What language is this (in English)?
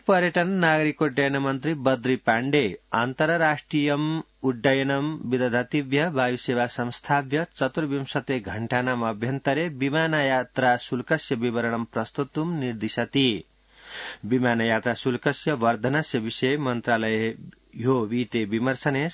Sanskrit